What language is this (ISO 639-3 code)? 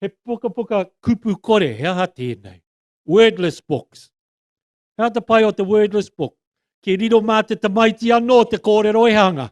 mri